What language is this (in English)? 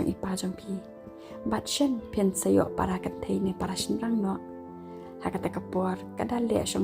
Khasi